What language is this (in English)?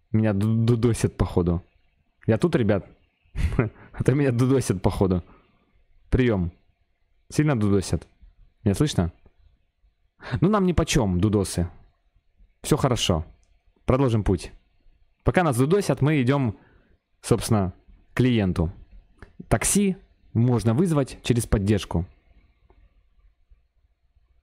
Russian